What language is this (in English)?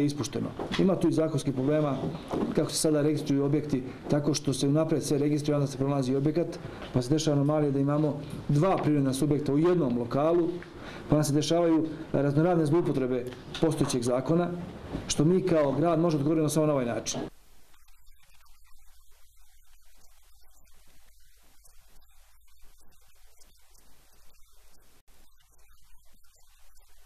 Serbian